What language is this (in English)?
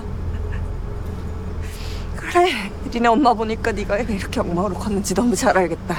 Korean